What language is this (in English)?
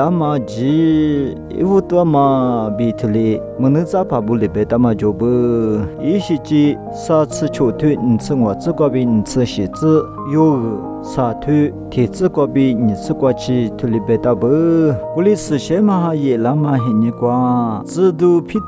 Lisu